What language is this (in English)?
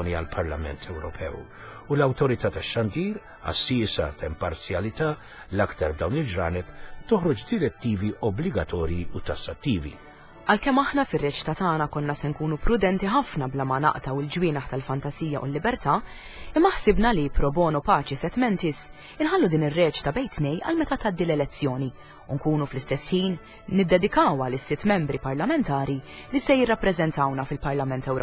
Maltese